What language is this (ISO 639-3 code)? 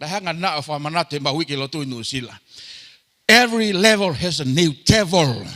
ton